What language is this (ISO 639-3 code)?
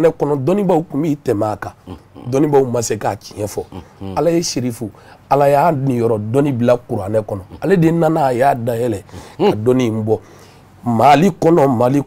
bam